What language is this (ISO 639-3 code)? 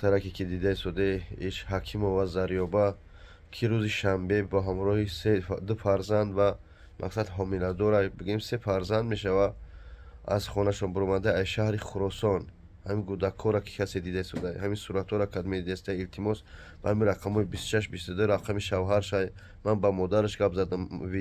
tgk